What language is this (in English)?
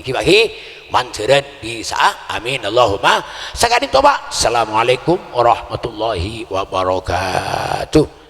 Madurese